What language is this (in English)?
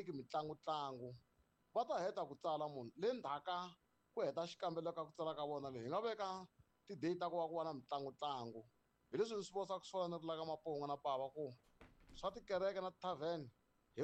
Tsonga